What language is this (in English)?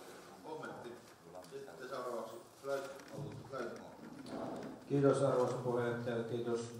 Finnish